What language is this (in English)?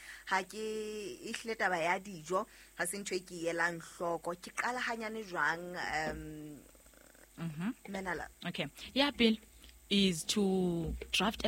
Southern Sotho